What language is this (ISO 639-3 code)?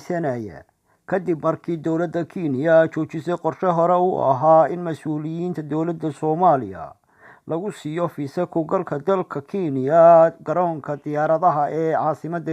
som